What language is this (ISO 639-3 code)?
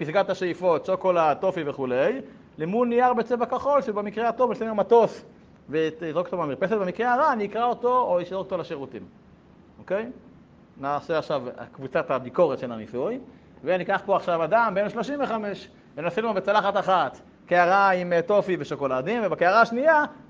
heb